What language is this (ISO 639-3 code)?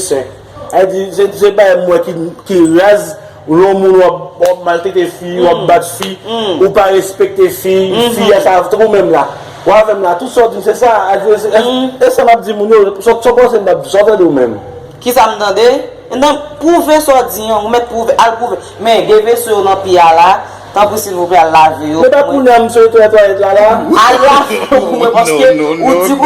hat